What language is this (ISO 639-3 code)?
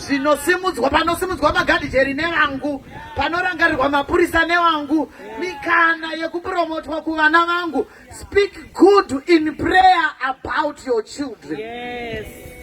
sna